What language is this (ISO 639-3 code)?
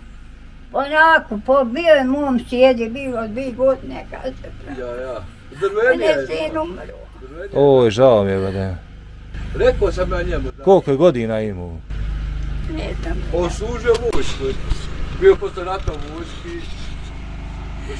bos